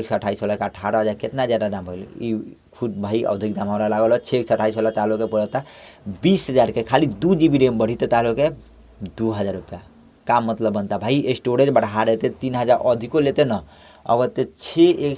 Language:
Bhojpuri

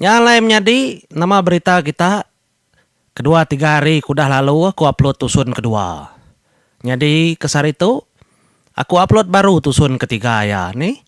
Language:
Iban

